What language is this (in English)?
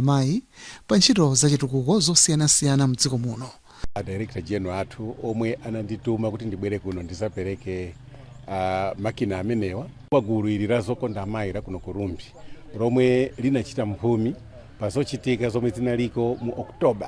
Nyanja